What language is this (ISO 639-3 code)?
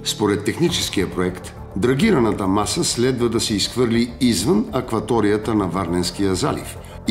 bul